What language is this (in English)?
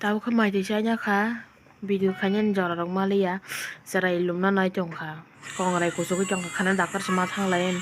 Kok Borok